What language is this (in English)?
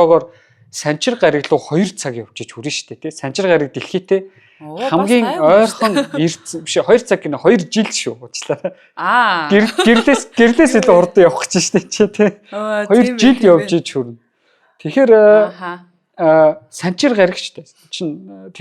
Mongolian